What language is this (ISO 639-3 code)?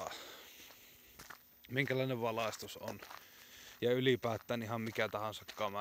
fin